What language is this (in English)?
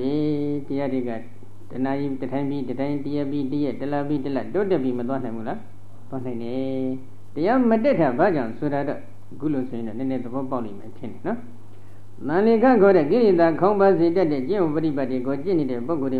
Burmese